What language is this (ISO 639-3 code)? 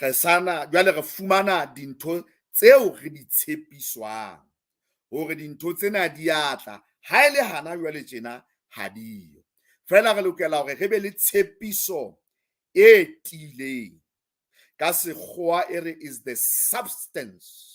sot